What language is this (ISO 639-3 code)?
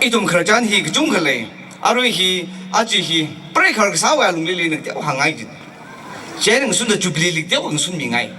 nmf